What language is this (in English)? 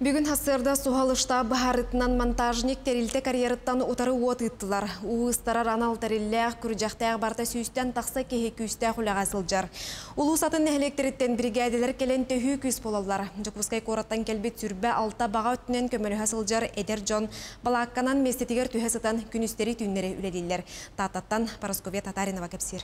Yakut